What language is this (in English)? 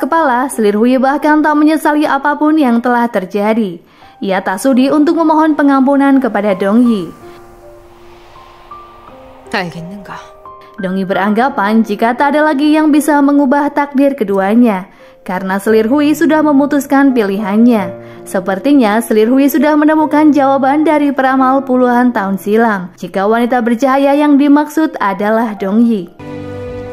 Indonesian